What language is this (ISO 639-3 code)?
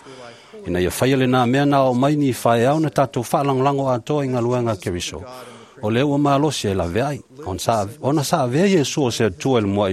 smo